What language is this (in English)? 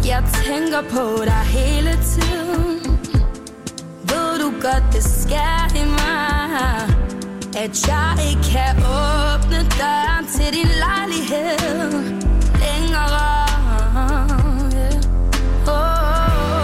Danish